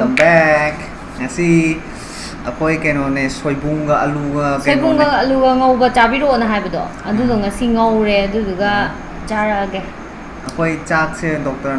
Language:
Manipuri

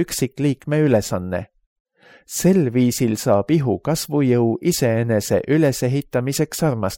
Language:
Estonian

